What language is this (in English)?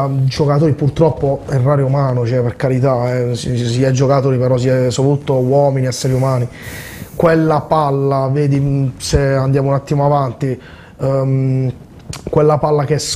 Italian